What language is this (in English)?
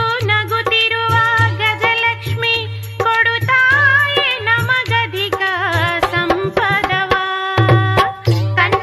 Kannada